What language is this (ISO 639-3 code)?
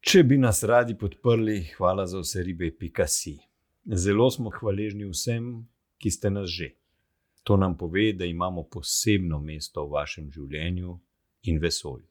slv